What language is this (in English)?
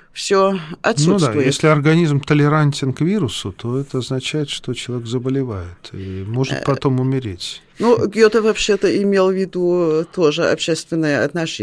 Russian